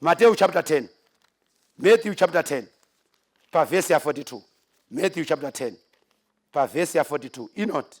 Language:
Shona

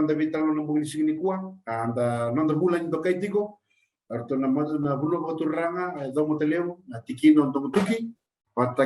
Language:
Fijian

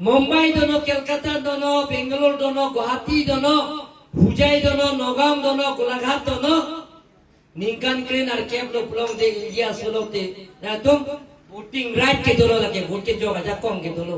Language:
Karbi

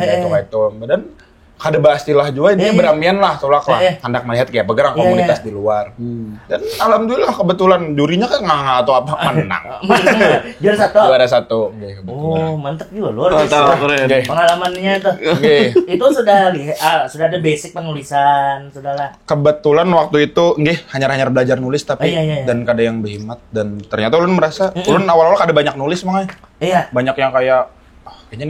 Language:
Banjar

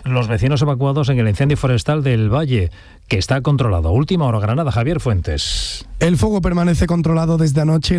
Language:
Spanish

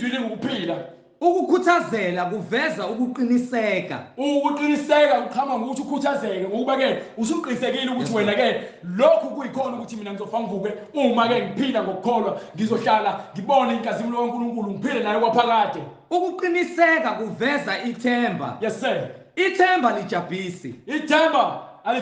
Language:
Zulu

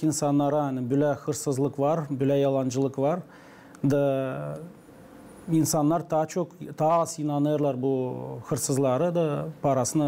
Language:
Gagauz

